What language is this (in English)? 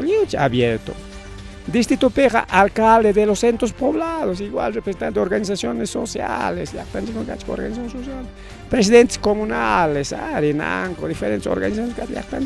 Ayacucho Quechua